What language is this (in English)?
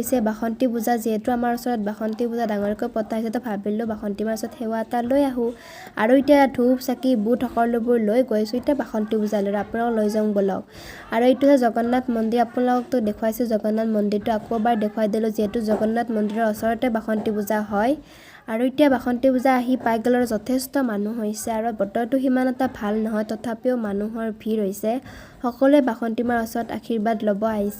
Assamese